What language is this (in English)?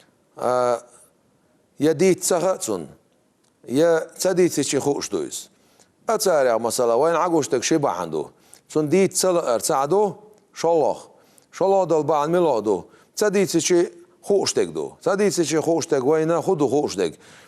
Chechen